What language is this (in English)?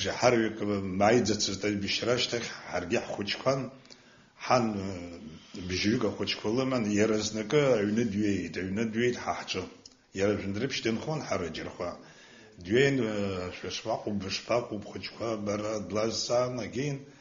Abkhazian